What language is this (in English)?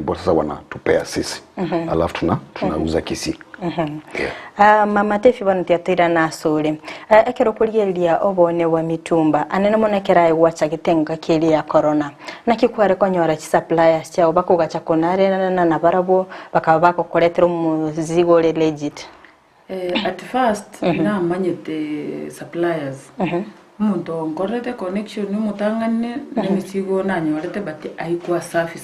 Gusii